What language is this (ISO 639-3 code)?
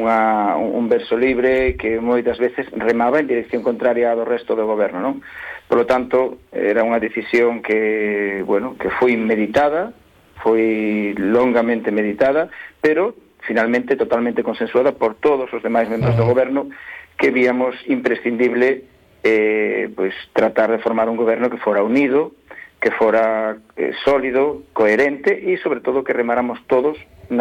glg